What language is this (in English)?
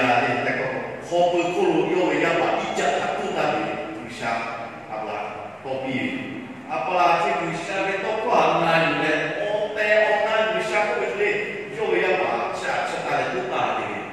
Lahu